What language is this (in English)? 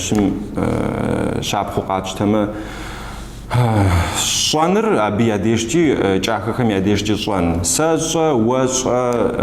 Kabardian